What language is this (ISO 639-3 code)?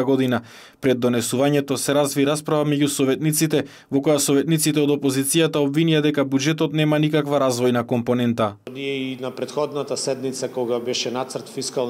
mkd